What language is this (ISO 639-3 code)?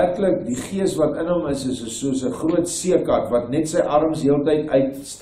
afr